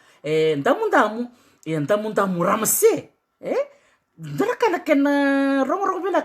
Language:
Fijian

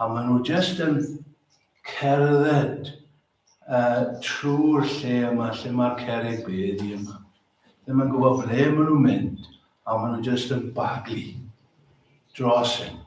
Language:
Welsh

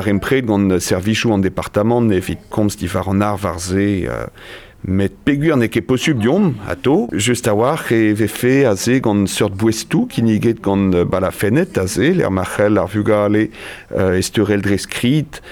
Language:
Breton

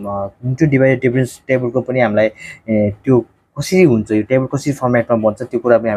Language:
Nepali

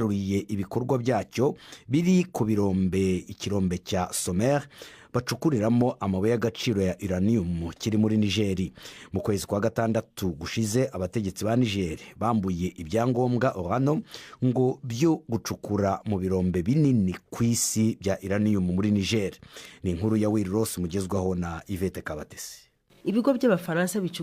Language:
Kinyarwanda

